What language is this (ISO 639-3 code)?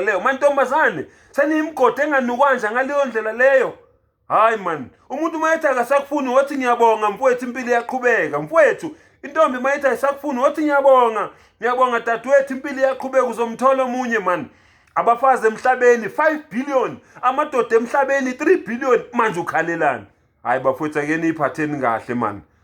zul